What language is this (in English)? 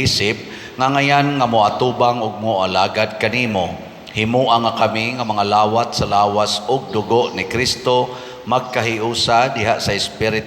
Cebuano